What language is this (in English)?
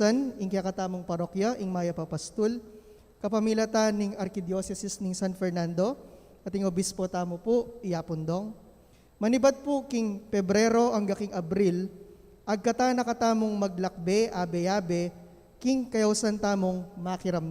Pampanga